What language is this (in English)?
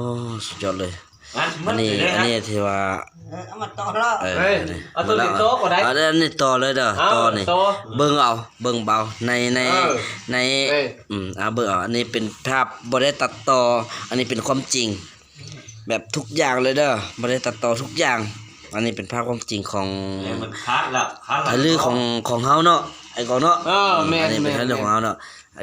Lao